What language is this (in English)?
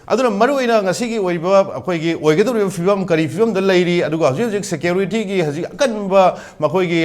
Manipuri